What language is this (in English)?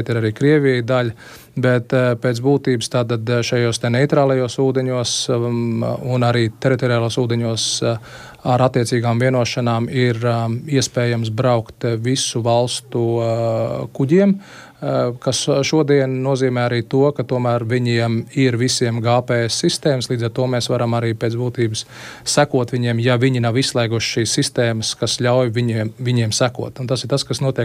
Latvian